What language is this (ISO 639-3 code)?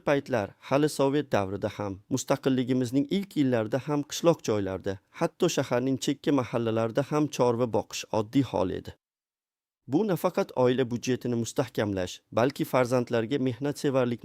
uzb